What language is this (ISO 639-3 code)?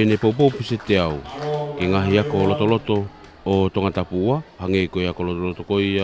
ton